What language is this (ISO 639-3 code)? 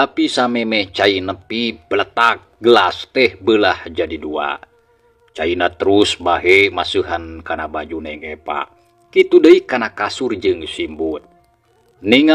sun